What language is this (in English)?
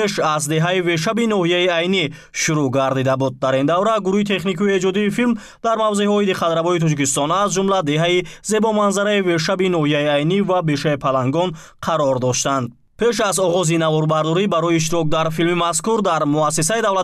Tajik